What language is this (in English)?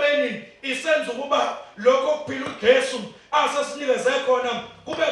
Zulu